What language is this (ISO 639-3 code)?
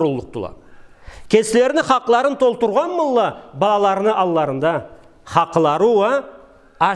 krc